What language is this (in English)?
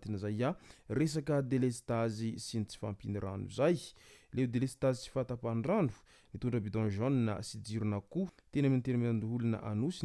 Malagasy